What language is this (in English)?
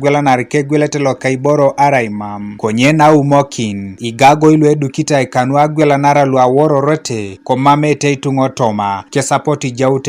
Teso